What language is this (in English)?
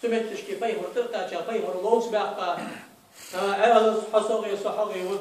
Ingush